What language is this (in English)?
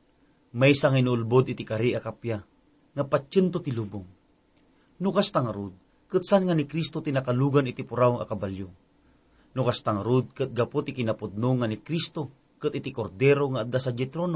Iloko